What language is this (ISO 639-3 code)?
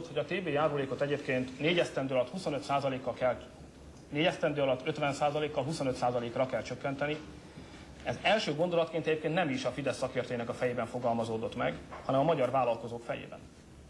hun